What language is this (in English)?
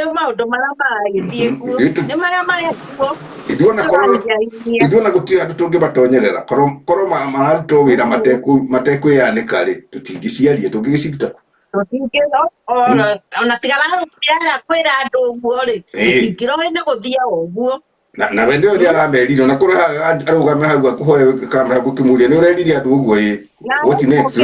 Kikuyu